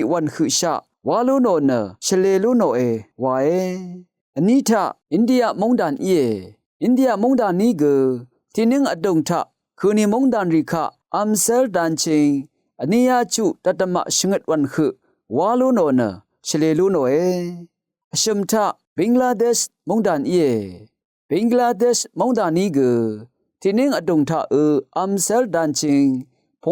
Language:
Rawang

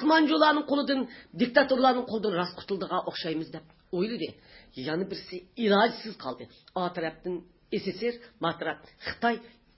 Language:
Uyghur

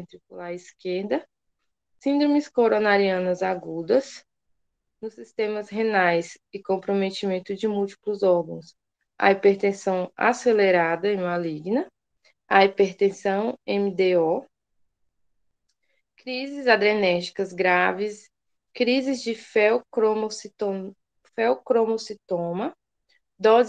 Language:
Portuguese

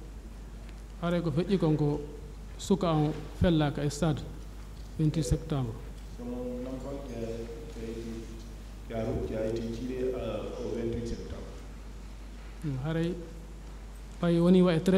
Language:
French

